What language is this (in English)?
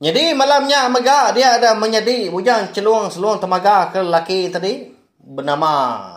Iban